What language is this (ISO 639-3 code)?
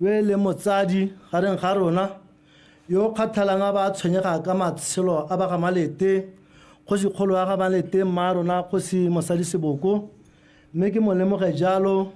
tsn